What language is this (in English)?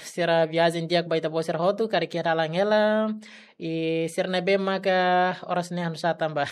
Tetum